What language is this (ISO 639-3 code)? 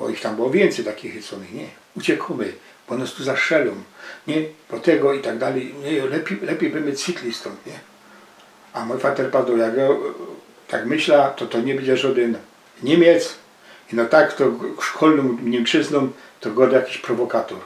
szl